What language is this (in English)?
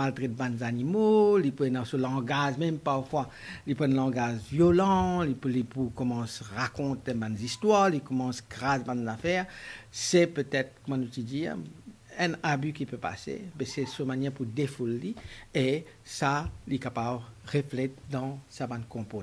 Morisyen